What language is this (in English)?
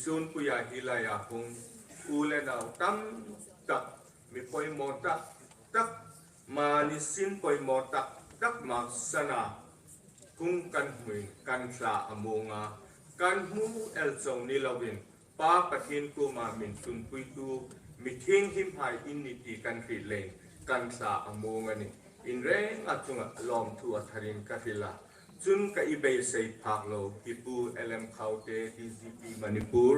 Hmar